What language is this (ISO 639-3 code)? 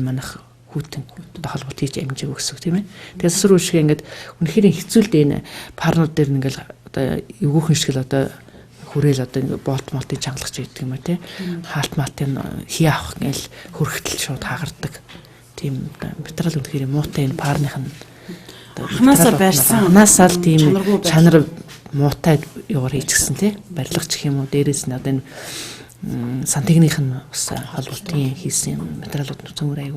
mon